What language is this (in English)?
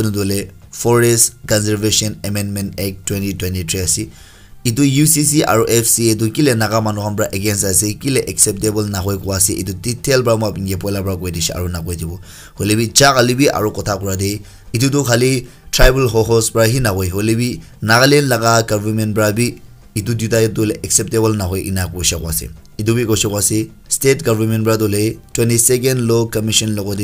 Naga Pidgin